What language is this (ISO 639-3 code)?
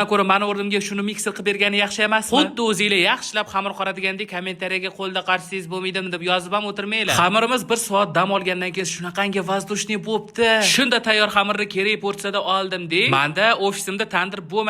uzb